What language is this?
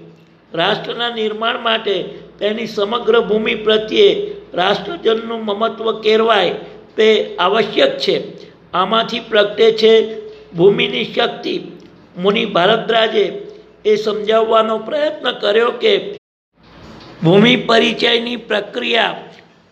Gujarati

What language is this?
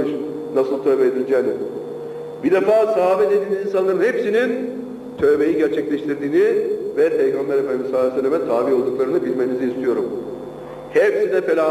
Turkish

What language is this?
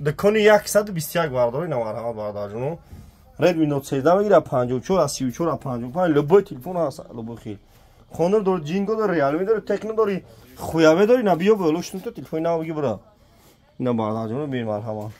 Tajik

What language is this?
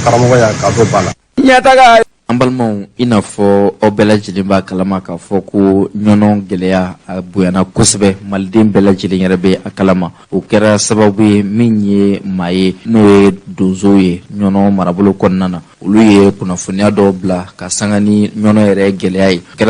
Bambara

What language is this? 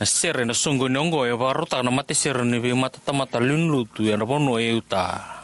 Fijian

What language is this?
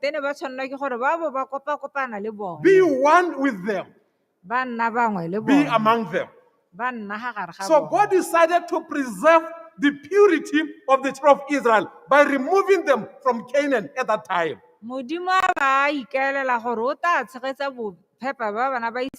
Tswana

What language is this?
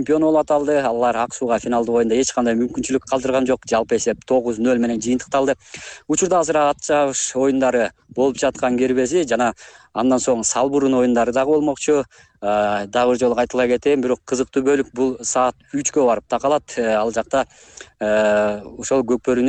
Kyrgyz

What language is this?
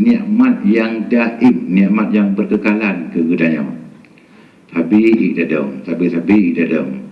Achinese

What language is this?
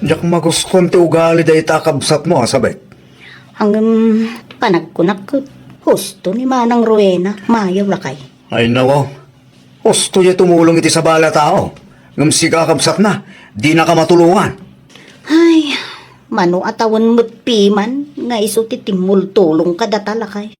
Iloko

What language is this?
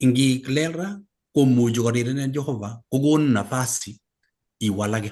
Kalenjin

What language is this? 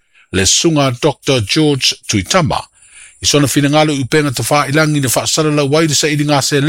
Samoan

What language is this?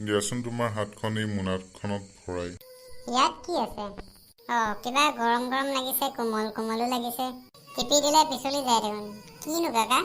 Assamese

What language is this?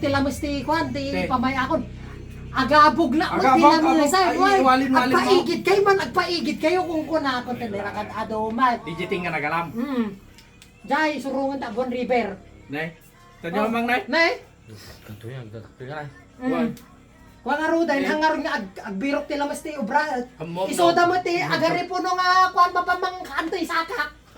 Iloko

